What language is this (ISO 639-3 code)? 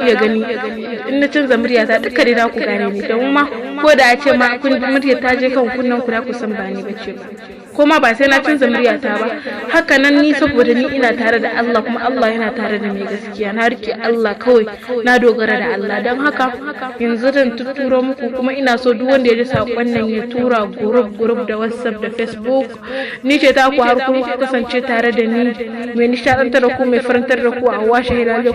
hau